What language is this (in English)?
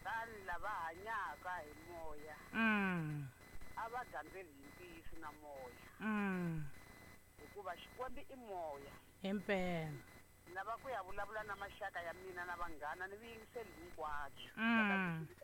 Tsonga